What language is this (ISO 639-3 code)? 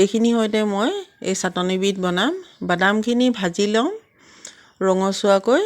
asm